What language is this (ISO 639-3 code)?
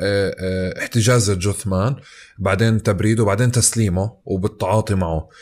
apc